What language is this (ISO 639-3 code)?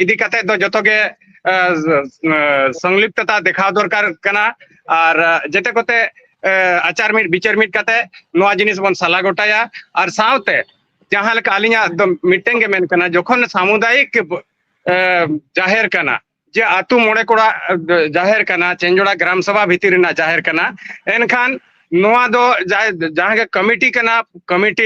sat